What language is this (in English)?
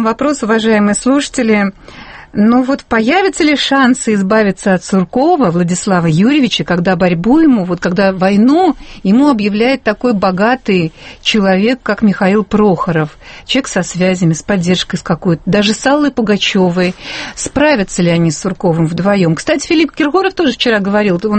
Russian